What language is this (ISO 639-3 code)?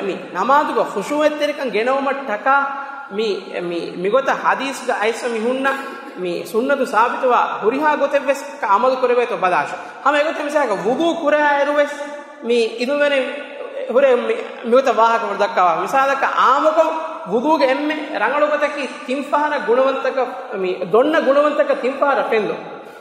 div